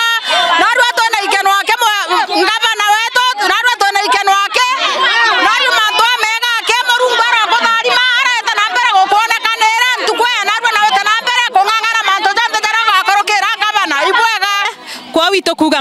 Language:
Meru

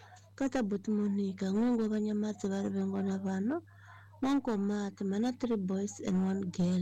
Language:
Tsonga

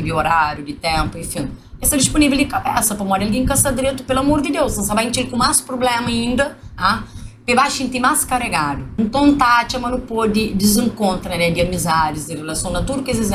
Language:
Kabuverdianu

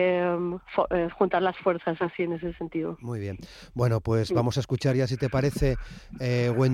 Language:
Spanish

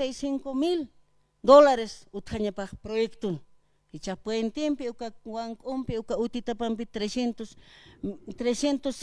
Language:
Aymara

